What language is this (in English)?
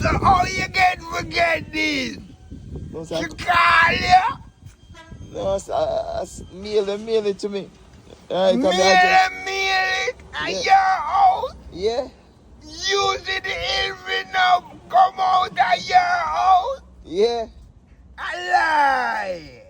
Jamaican Creole English